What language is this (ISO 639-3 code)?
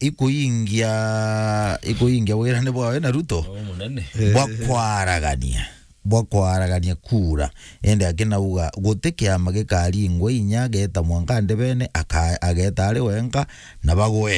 mer